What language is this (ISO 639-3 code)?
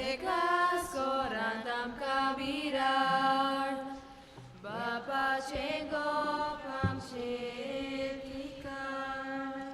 kok